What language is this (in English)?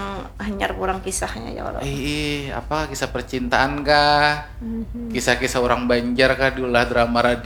Banjar